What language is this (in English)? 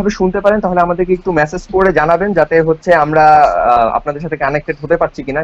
Bangla